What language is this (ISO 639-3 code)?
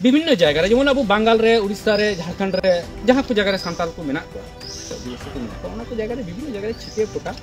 sat